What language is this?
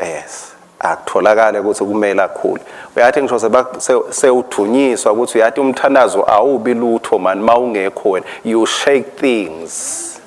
Swati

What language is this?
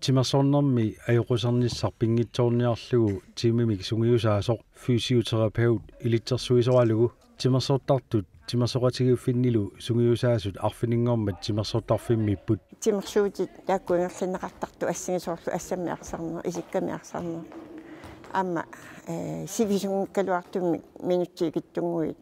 Kalaallisut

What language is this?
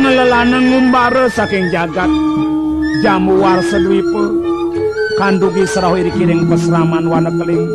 Balinese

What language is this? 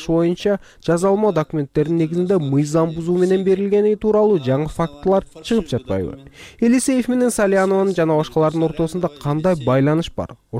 Kyrgyz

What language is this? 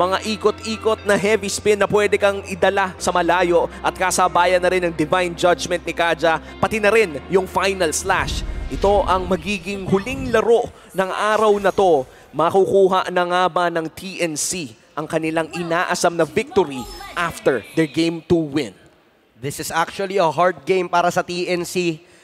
Filipino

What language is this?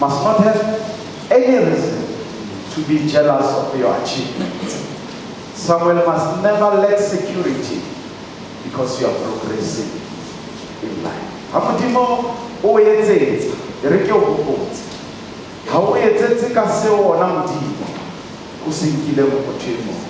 Southern Sotho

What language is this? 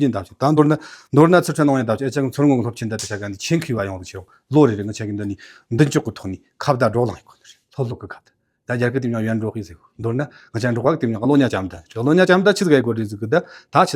Tibetan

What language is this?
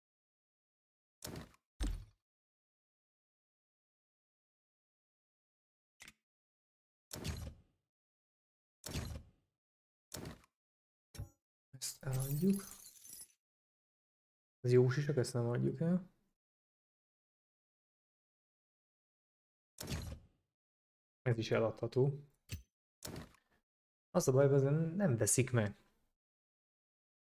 Hungarian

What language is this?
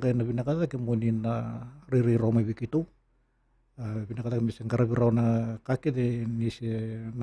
Fijian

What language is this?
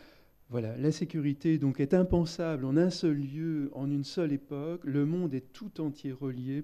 French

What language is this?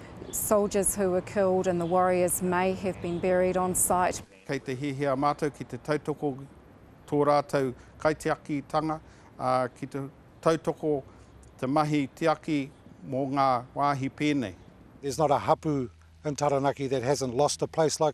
Māori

